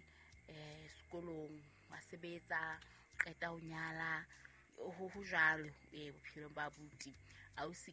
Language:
Southern Sotho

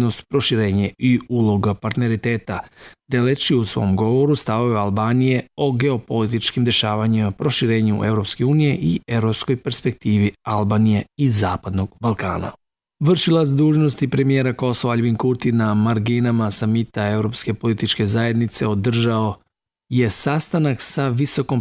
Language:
Serbian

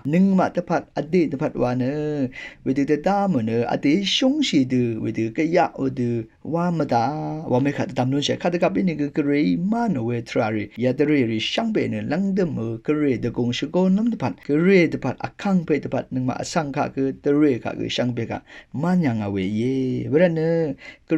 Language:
Rawang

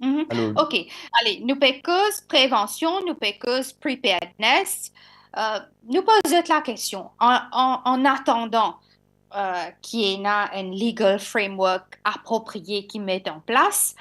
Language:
Morisyen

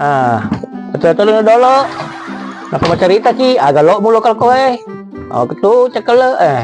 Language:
Buginese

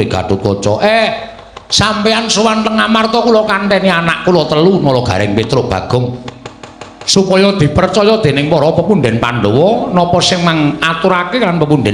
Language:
Javanese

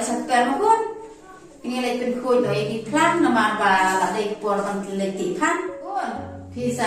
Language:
Khasi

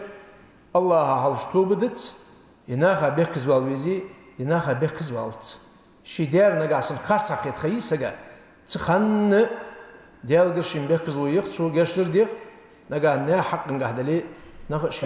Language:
Ingush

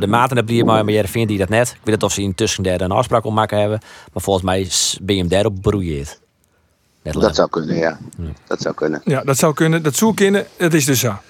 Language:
Western Frisian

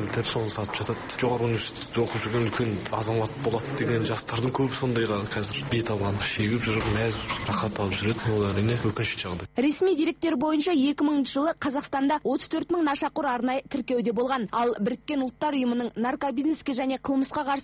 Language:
Kazakh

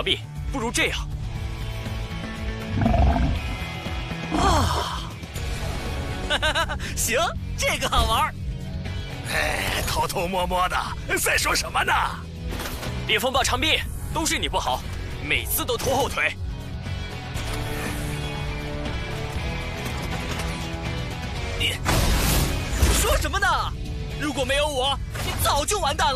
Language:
Chinese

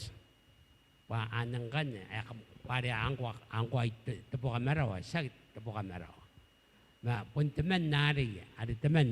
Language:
Gilbertese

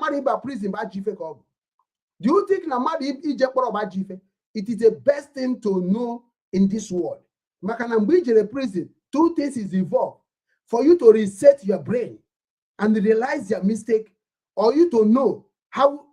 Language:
Igbo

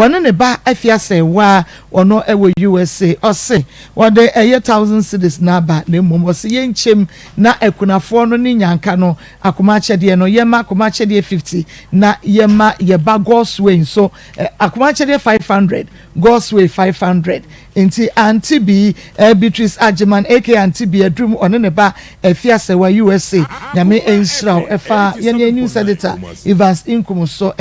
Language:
Akan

